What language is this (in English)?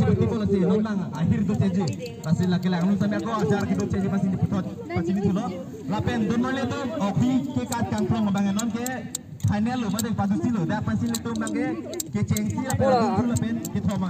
Karbi